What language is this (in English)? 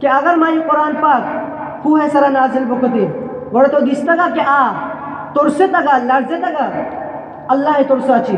Eastern Balochi